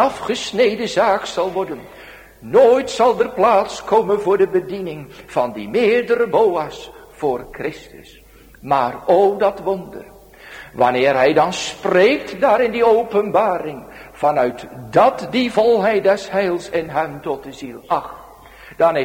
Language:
Dutch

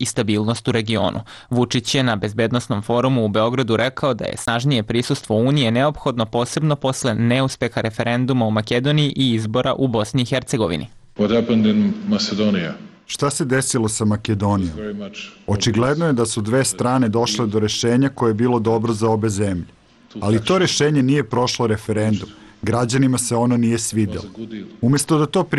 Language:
Serbian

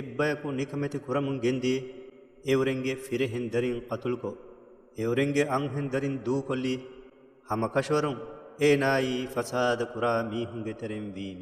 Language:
Divehi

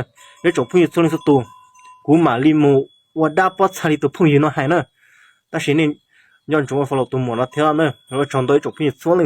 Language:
Hmong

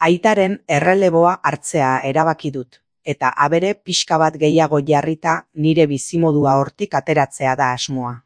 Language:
Basque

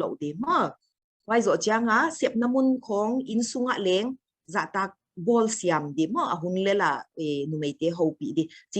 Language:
Paite Chin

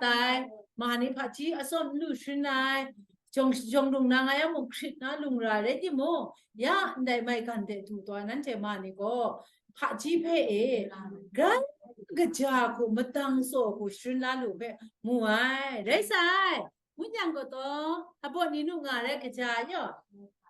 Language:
Kachin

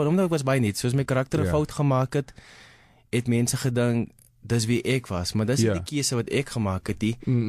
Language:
Afrikaans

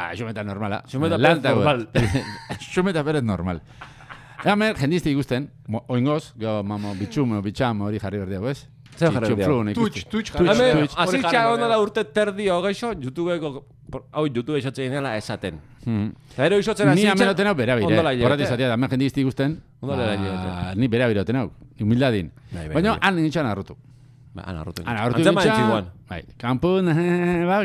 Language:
Basque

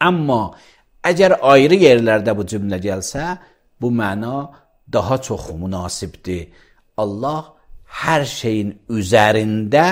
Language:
Azerbaijani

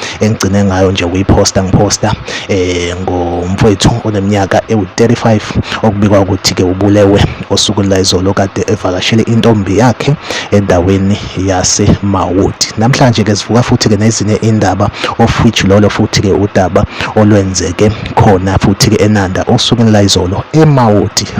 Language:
Zulu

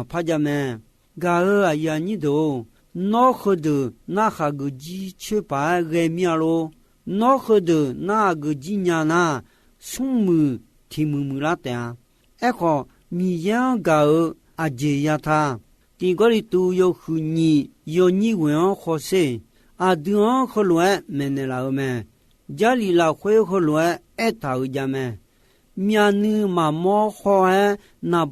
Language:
Akha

